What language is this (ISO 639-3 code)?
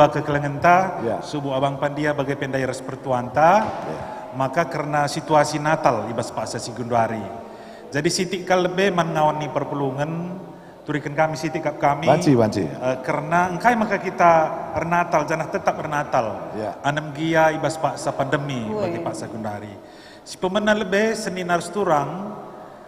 btx